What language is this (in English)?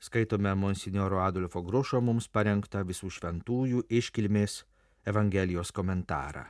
Lithuanian